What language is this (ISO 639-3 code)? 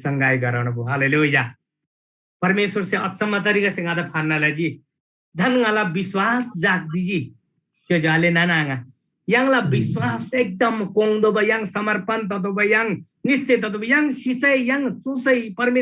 taj